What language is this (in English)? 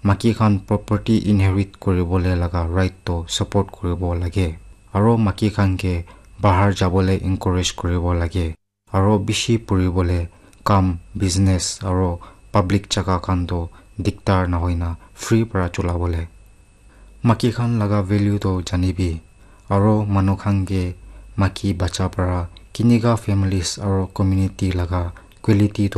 Naga Pidgin